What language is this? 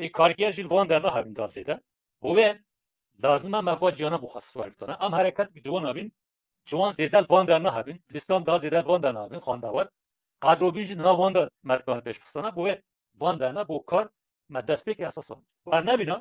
Kurdish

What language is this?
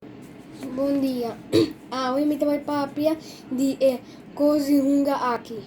Papiamento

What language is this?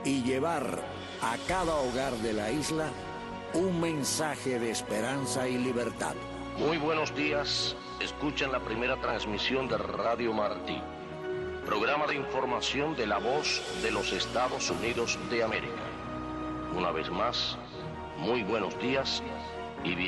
Spanish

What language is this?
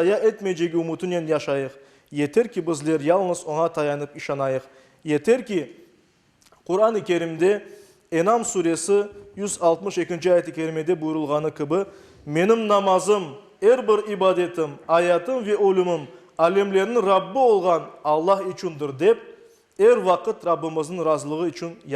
Crimean Tatar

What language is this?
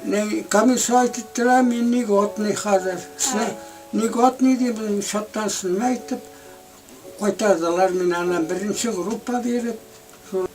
Bashkir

